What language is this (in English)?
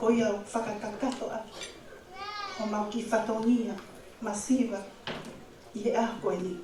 Tongan